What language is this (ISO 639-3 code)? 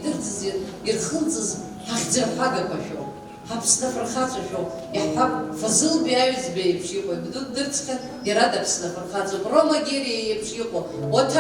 abk